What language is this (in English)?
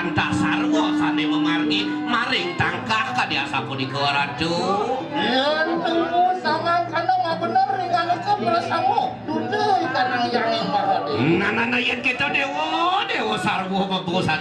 Balinese